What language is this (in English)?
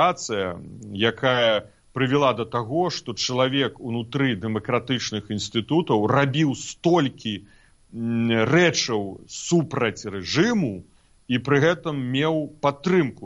Belarusian